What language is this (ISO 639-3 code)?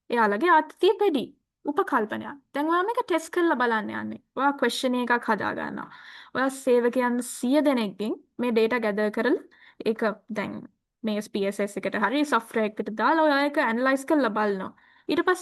sin